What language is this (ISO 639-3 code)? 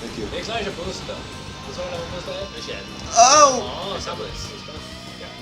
fao